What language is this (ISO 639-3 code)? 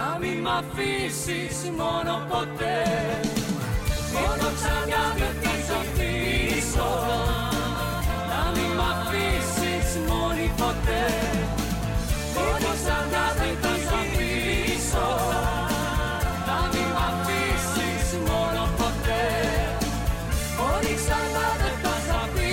ell